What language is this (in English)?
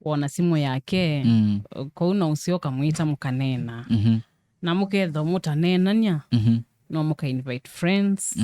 Kamba